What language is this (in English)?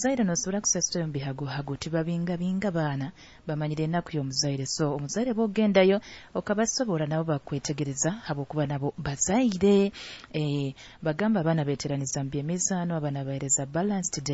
Nyoro